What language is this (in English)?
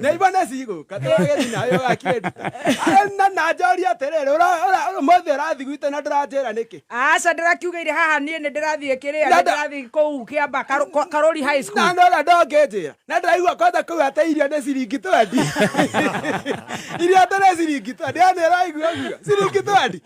Kikuyu